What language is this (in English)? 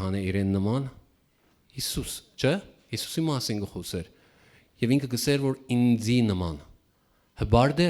Western Armenian